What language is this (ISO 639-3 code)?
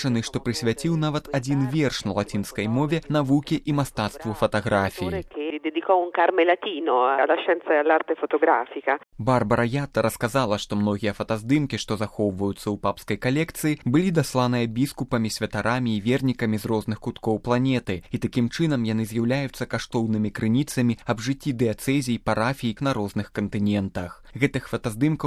bel